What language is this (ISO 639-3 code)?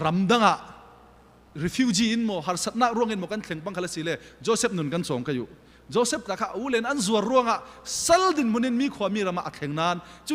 cfm